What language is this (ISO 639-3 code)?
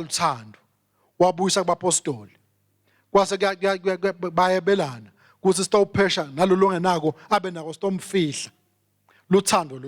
ssw